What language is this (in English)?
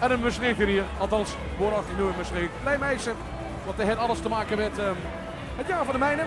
Limburgish